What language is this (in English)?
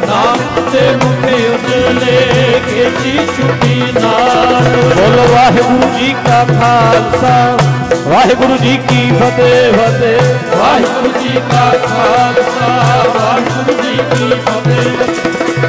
Punjabi